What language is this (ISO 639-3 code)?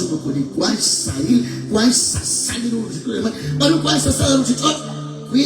kek